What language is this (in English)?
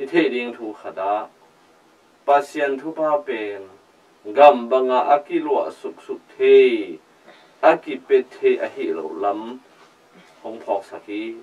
Tedim Chin